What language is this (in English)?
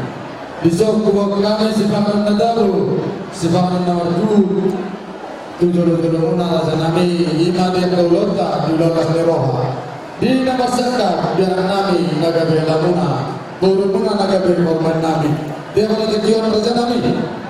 Batak Toba